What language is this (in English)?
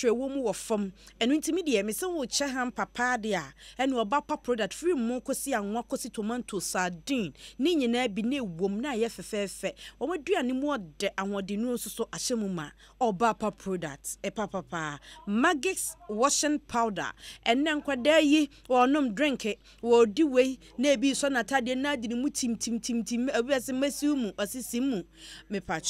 Akan